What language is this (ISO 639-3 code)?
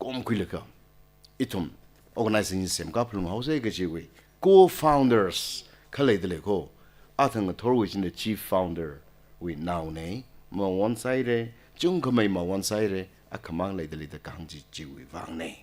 nmf